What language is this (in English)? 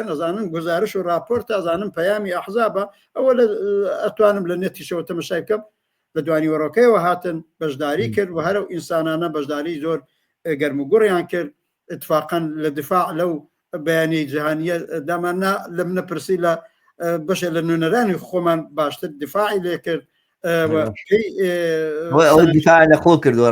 Central Kurdish